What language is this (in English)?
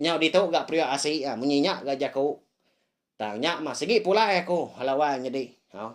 Iban